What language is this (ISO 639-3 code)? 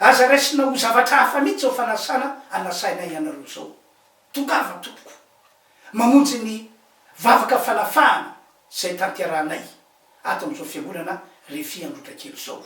mlg